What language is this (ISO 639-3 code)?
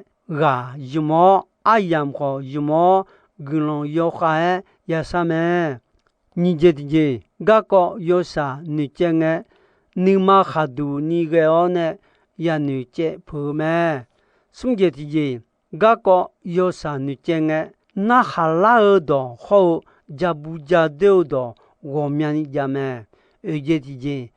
ahk